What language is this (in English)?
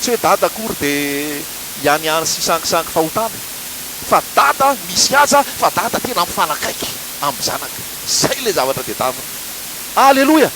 Malagasy